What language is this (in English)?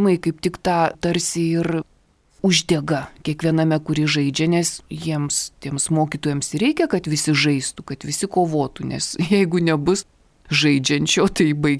Lithuanian